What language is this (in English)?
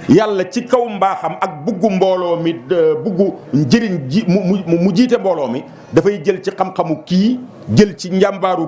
Wolof